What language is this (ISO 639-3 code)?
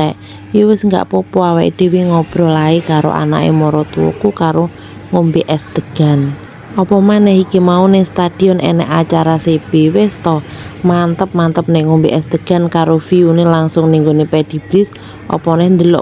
jav